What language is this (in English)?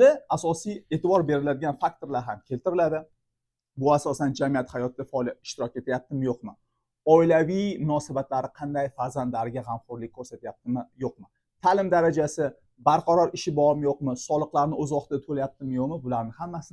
Uzbek